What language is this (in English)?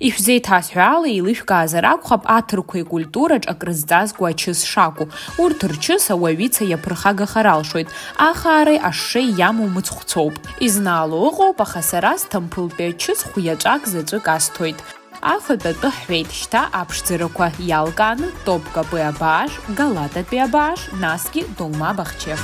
Abkhazian